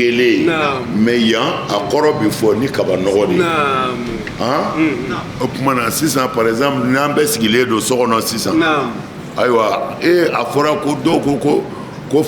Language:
Bambara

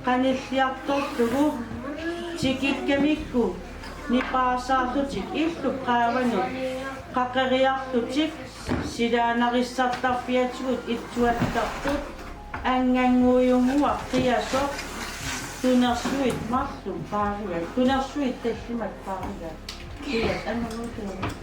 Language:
Kalaallisut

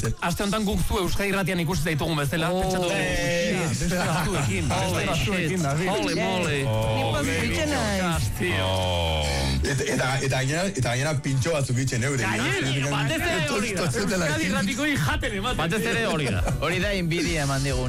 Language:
Basque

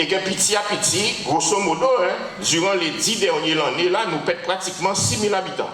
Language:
Guadeloupean Creole French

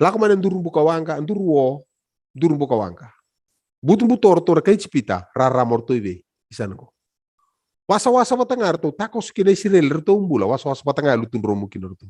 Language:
Fijian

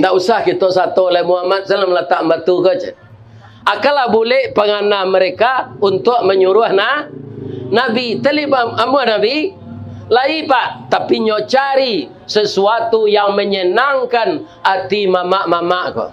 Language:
Minangkabau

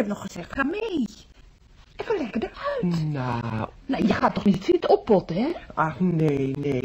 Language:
Dutch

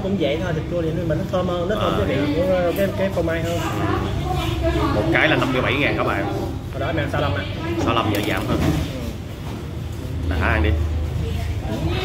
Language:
Vietnamese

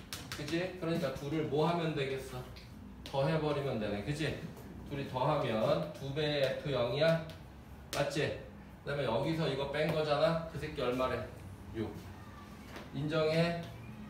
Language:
Korean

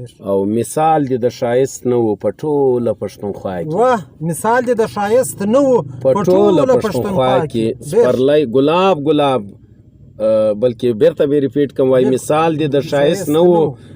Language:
Pashto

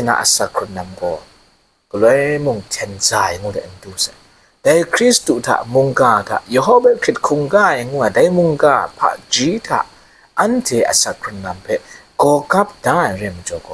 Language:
Kachin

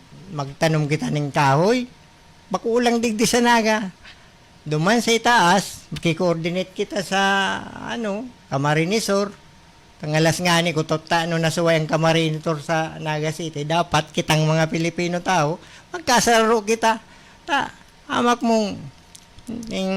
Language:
Bikol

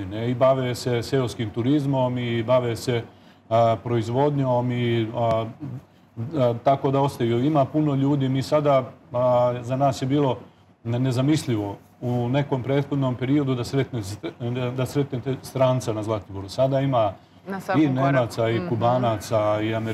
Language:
Serbian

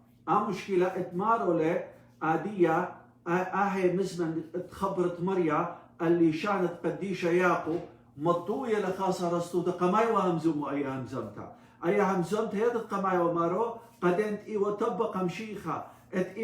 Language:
Assyrian Neo-Aramaic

